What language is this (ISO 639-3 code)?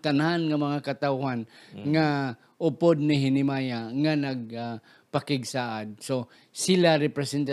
hil